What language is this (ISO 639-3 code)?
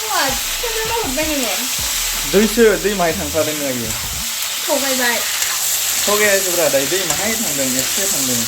brx